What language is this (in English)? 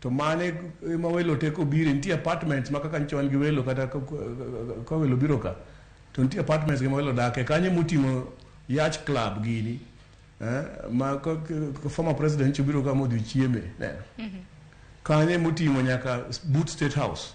Luo (Kenya and Tanzania)